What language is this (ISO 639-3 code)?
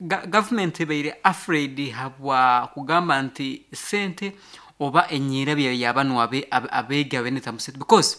nyo